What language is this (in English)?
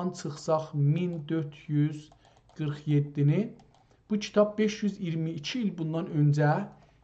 South Azerbaijani